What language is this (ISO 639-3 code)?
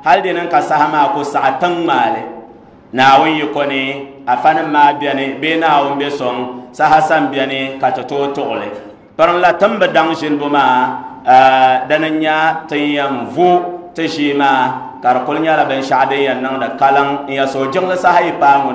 dag